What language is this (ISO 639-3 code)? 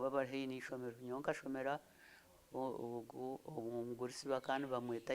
nyn